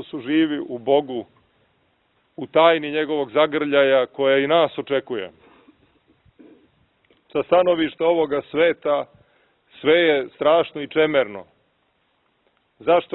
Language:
Serbian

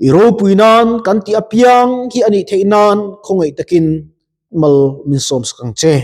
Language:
Mizo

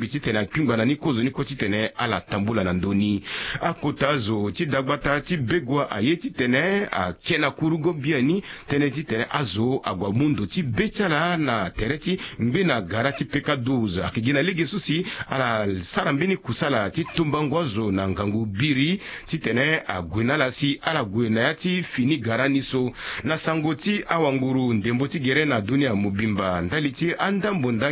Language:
Sango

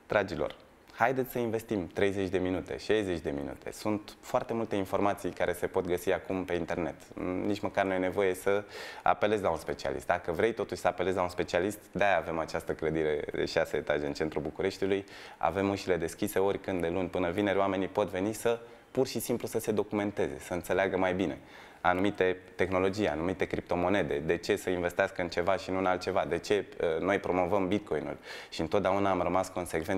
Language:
Romanian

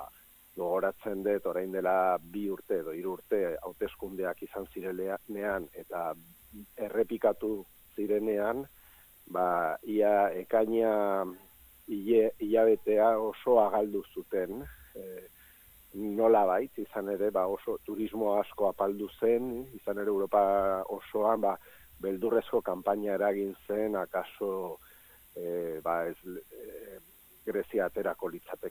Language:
Basque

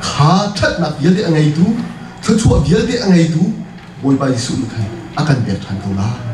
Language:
Hakha Chin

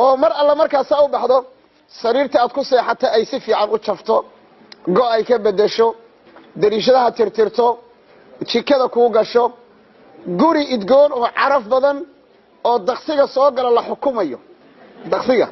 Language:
Somali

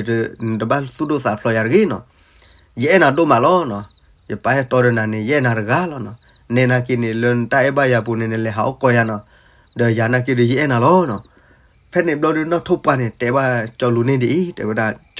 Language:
S'gaw Karen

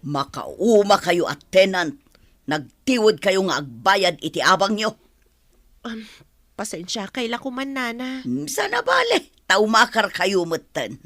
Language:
Iloko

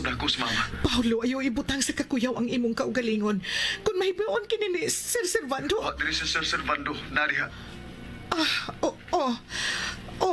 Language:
Cebuano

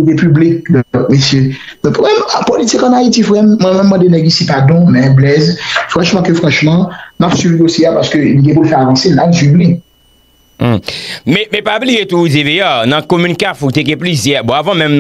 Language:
Haitian Creole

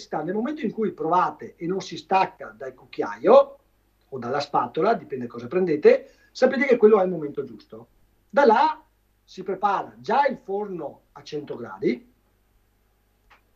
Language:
Italian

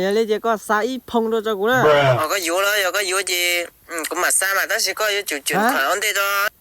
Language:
Hmong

